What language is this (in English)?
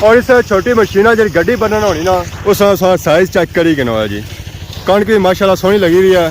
Pahari-Potwari